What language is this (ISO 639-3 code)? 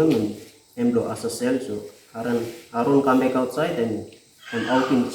tpi